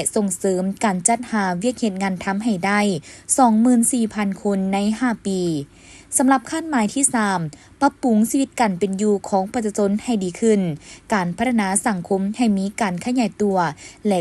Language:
Lao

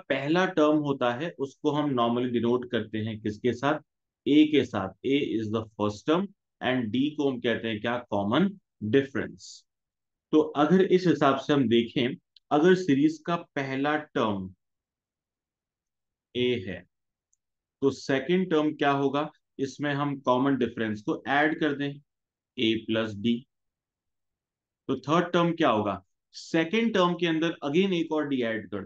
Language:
Hindi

